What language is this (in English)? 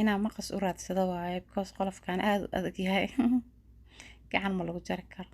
Somali